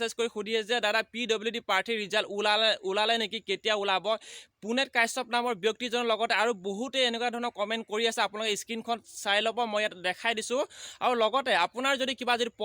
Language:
Assamese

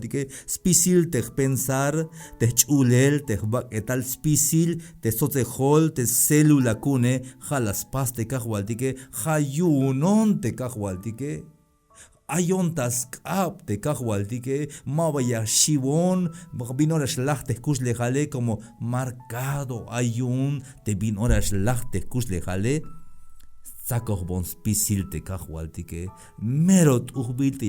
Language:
Tzeltal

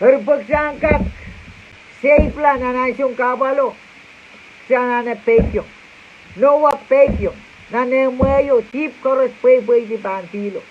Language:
Pohnpeian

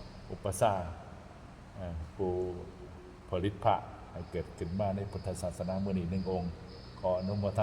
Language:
Northeastern Thai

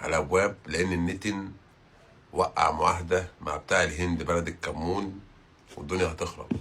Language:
Egyptian Arabic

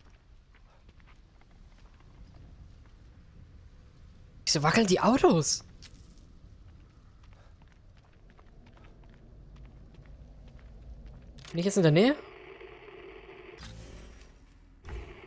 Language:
German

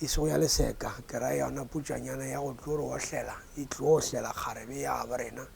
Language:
Northern Sotho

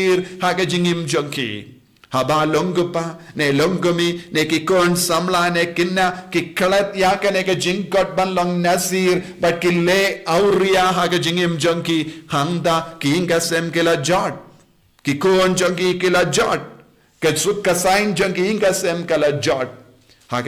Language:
Khasi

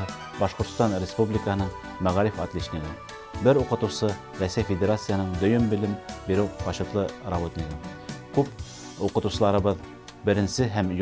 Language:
Bashkir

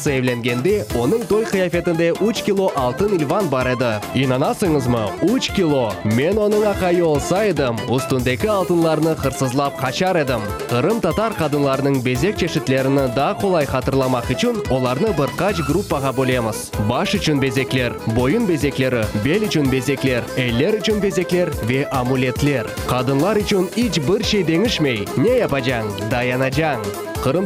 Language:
Crimean Tatar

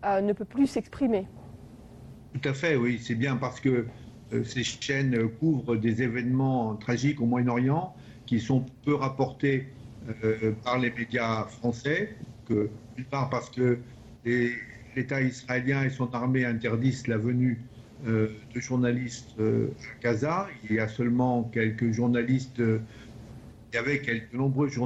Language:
French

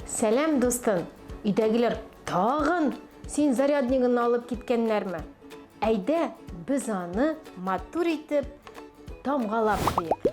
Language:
Tatar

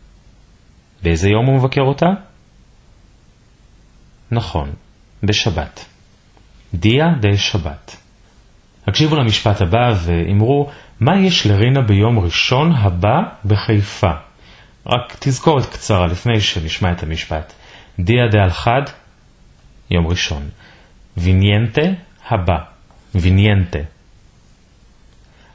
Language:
Hebrew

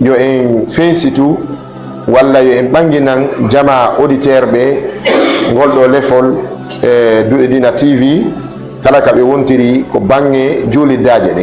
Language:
Fula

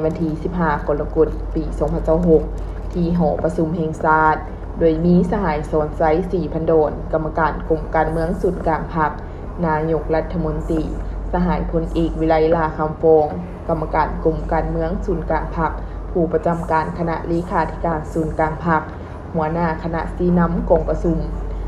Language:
Lao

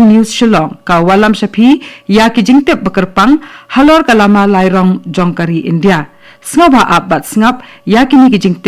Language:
Khasi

